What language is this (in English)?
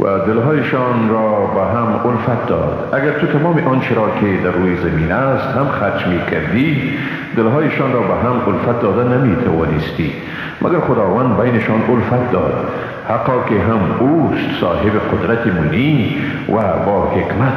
Persian